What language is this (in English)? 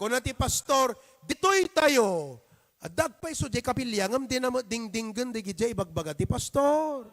Iloko